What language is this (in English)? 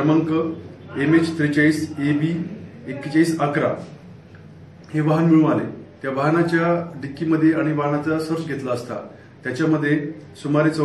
Marathi